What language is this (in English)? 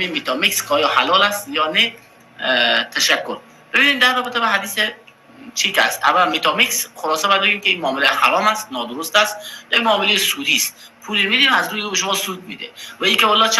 Persian